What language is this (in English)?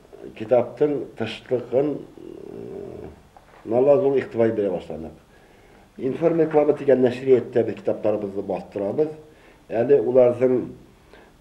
Bashkir